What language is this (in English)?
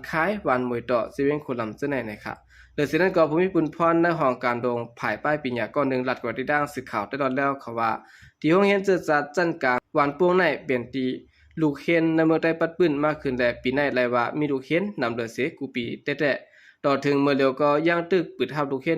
Shan